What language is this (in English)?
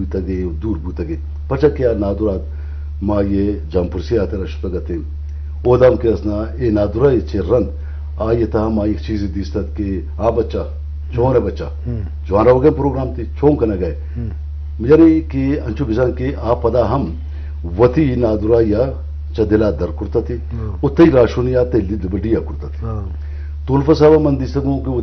Eastern Balochi